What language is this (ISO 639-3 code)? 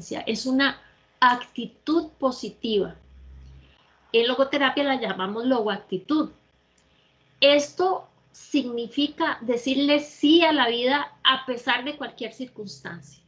spa